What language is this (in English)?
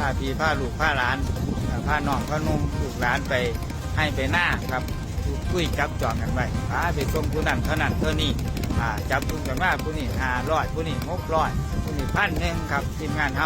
Northeastern Thai